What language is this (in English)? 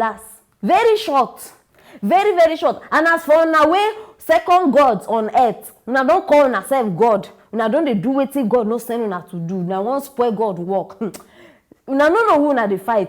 Nigerian Pidgin